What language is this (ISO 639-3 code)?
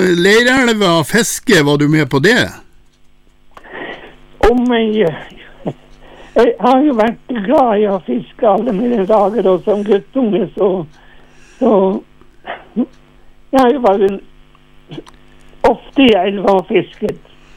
nor